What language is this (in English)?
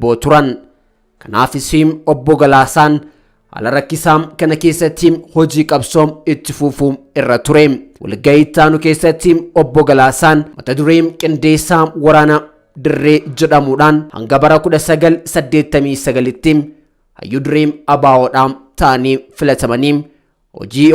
Oromo